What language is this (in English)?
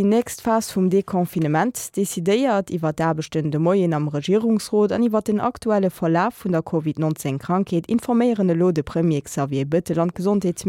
Luxembourgish